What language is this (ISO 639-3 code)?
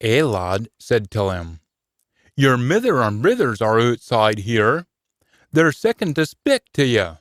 sco